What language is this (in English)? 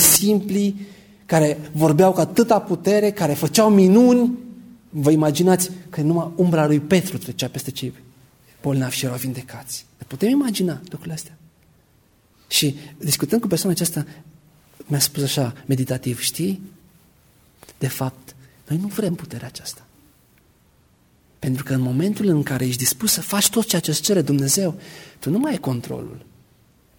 Romanian